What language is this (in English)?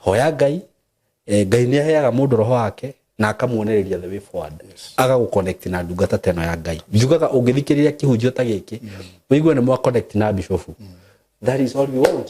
Kikuyu